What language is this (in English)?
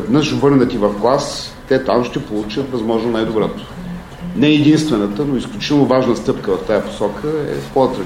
Bulgarian